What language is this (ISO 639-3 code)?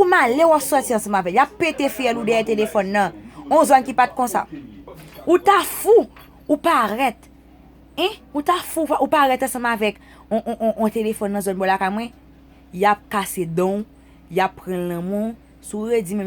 hat